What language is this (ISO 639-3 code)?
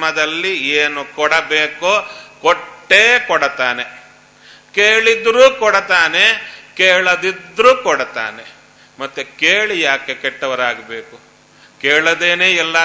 kan